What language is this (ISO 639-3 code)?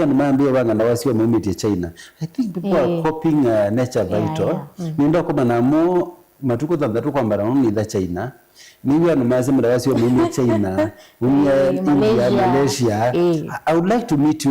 kam